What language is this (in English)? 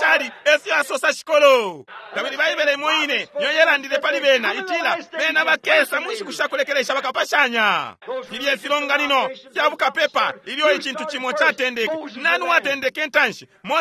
Bemba